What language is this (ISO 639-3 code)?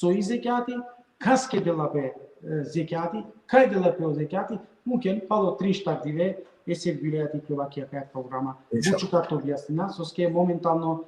rmn